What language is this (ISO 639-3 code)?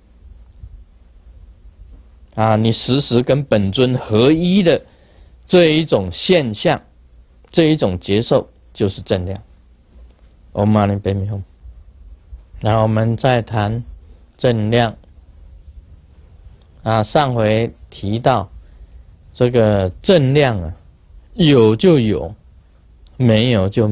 zho